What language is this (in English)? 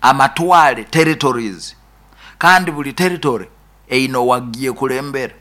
Nyoro